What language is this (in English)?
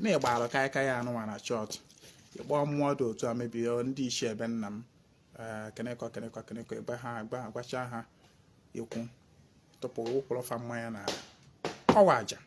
Igbo